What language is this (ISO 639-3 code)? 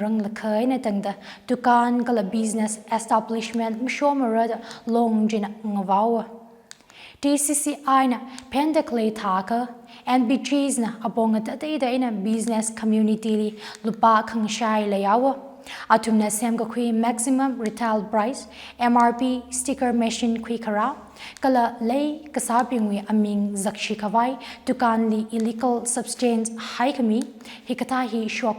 nmf